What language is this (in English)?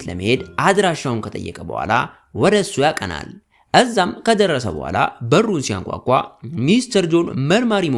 Amharic